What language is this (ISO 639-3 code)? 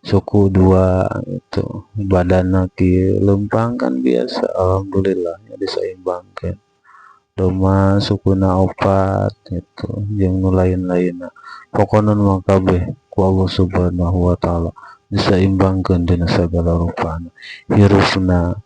sun